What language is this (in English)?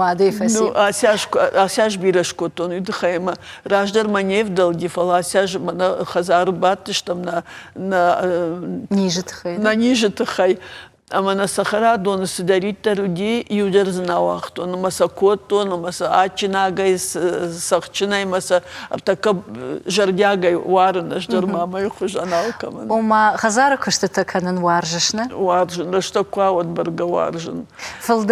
Ossetic